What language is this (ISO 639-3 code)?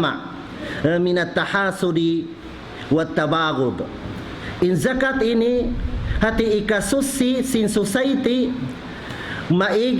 tsg